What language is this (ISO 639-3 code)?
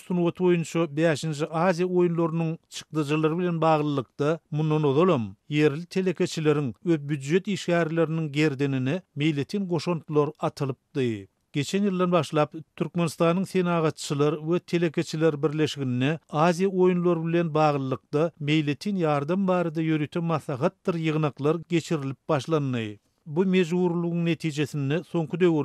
tuk